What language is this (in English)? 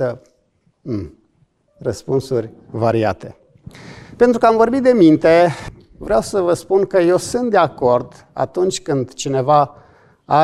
Romanian